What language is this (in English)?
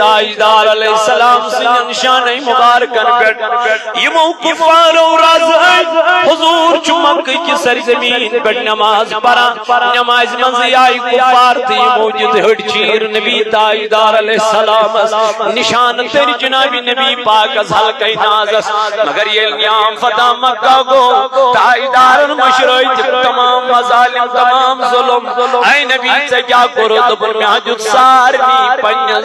Kashmiri